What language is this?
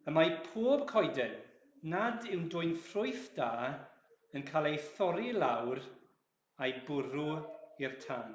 Welsh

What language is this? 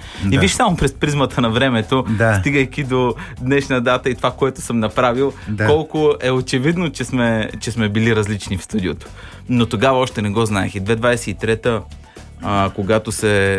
Bulgarian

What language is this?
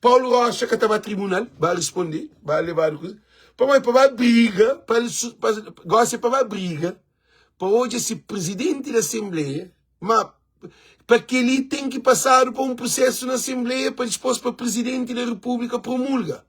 Kabuverdianu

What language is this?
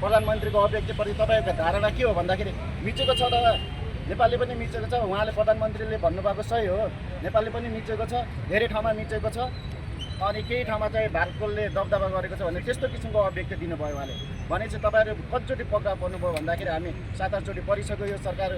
Nepali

